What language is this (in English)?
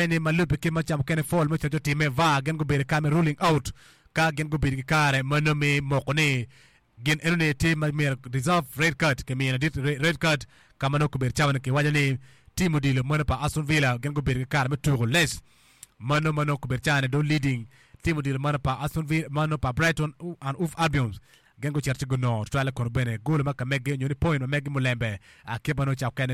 Acoli